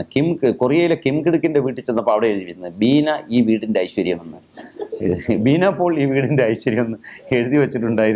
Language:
Malayalam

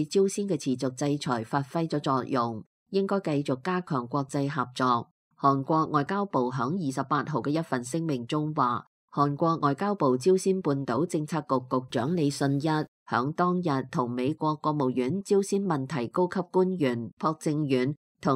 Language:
Cantonese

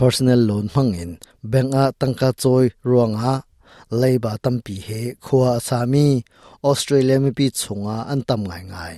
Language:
Hakha Chin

